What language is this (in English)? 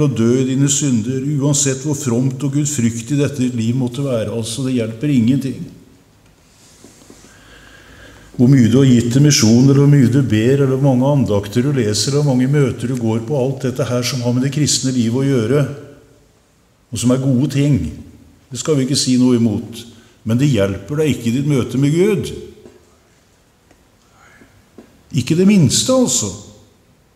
Norwegian